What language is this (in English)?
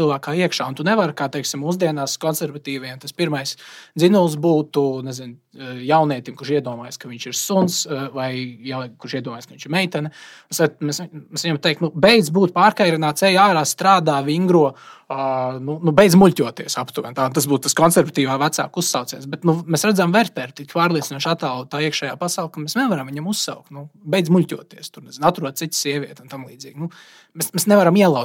Latvian